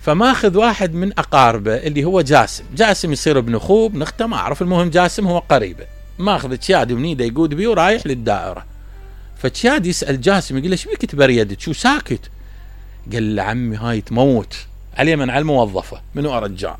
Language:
Mesopotamian Arabic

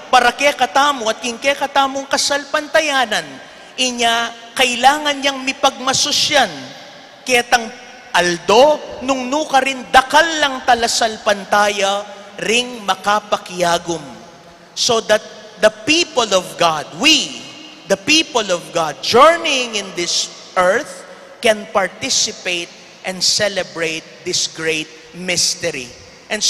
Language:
Pampanga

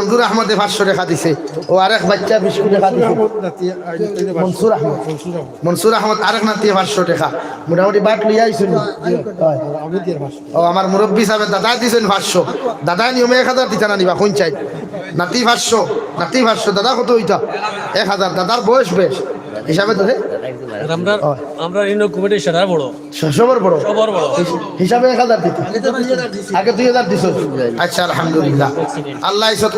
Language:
Sylheti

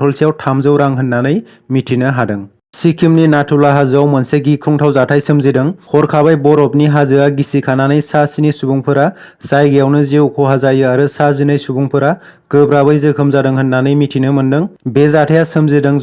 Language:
Bodo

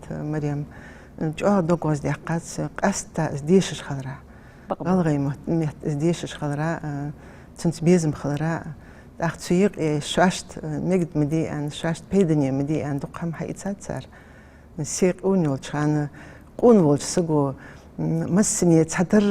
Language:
Ingush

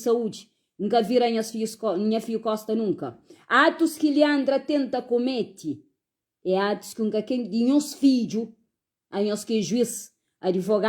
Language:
Kabuverdianu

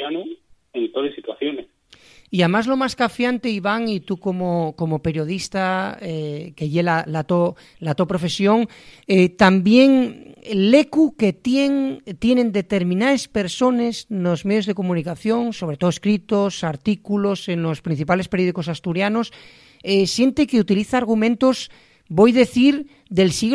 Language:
Asturian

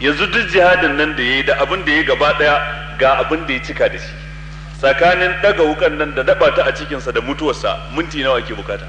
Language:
Hausa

